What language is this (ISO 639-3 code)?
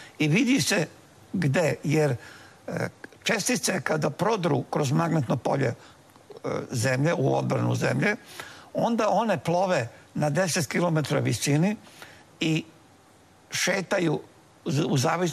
srp